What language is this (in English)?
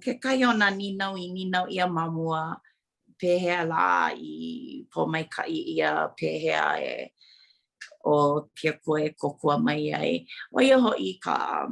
Hawaiian